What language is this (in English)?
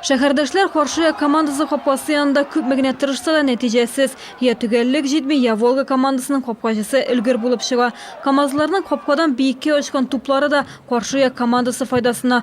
Tatar